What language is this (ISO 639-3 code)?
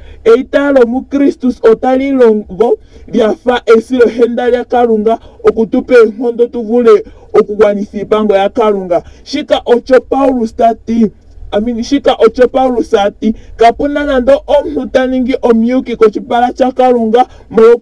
ndo